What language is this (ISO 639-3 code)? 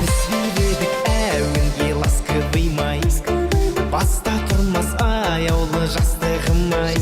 kaa